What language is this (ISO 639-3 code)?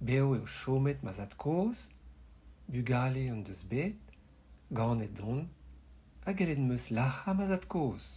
bre